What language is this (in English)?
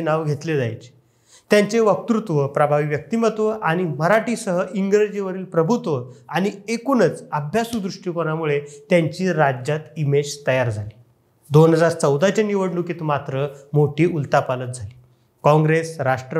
Marathi